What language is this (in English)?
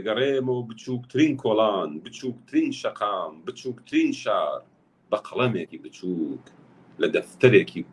Central Kurdish